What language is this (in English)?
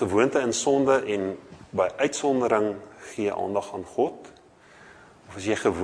Afrikaans